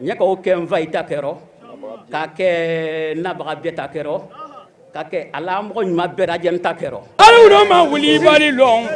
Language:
Bambara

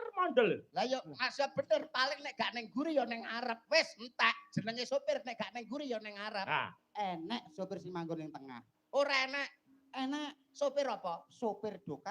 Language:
Javanese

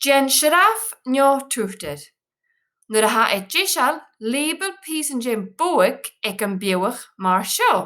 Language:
Scottish Gaelic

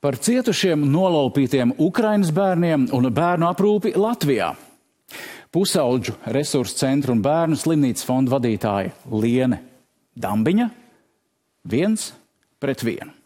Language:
Latvian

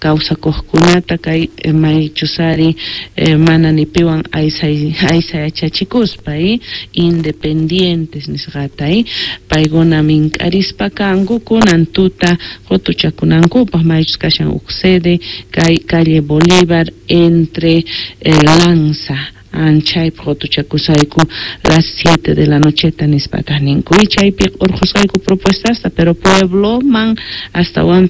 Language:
South Bolivian Quechua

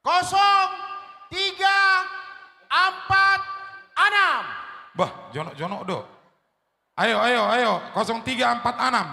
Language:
Batak Toba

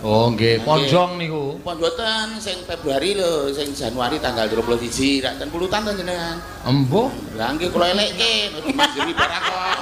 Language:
Javanese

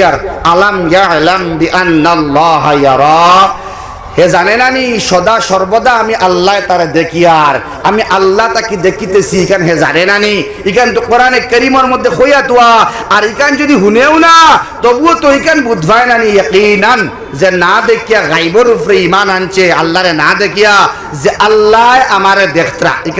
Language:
Sylheti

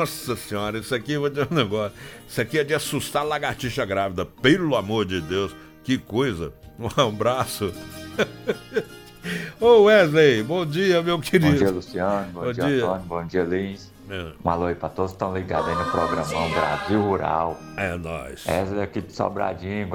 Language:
Portuguese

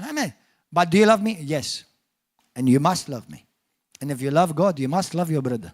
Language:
English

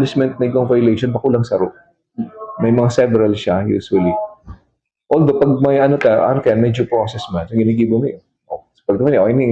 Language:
Bikol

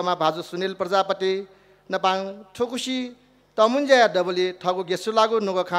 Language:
Newari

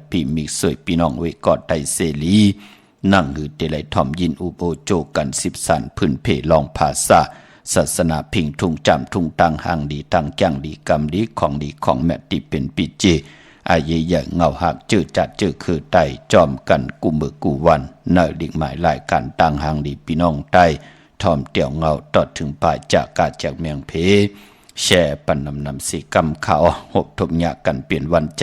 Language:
Shan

